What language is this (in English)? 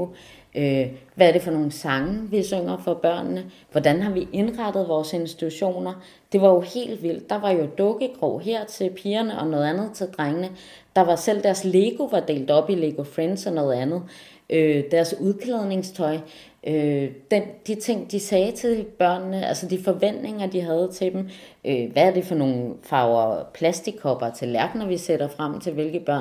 Danish